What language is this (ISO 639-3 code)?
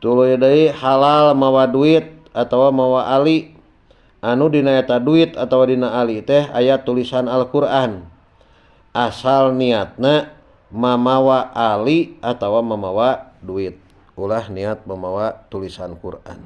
sun